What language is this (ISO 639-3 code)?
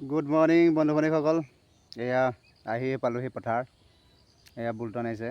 asm